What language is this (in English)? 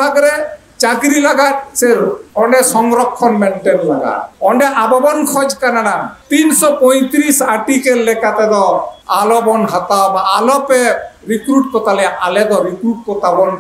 Santali